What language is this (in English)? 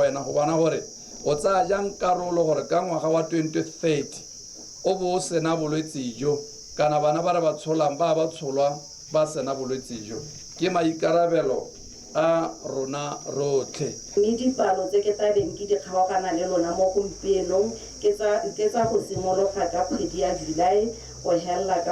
Tswana